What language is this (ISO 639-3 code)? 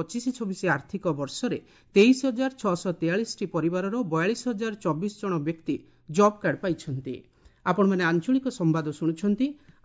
ori